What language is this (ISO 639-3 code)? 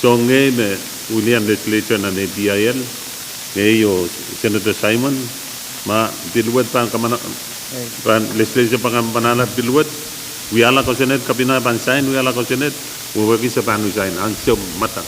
pon